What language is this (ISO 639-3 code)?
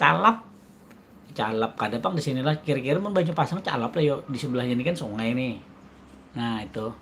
bjn